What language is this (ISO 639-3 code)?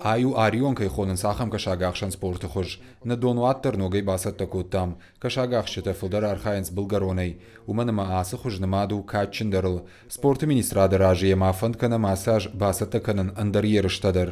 oss